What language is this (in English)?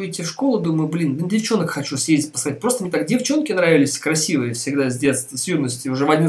Russian